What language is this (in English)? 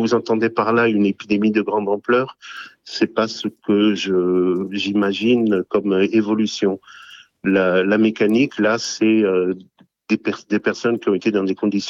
French